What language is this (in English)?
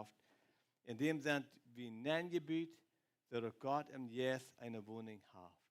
Plautdietsch